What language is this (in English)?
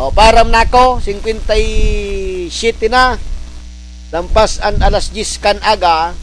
Bikol